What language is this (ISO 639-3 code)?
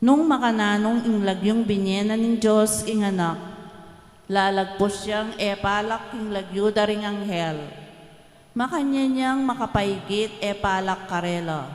pam